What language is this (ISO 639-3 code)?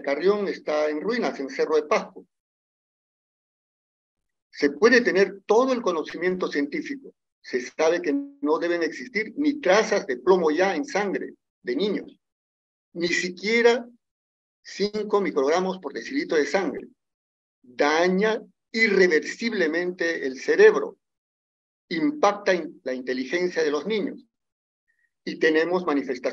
spa